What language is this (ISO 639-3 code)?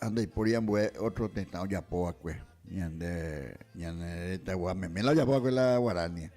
grn